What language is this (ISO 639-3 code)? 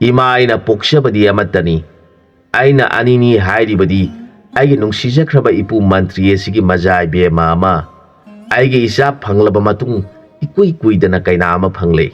mni